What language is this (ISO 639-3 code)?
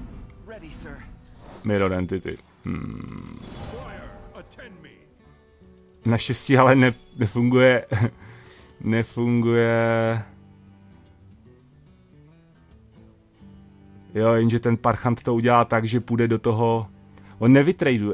ces